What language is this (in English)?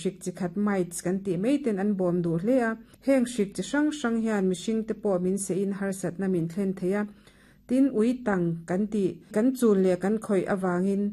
Mizo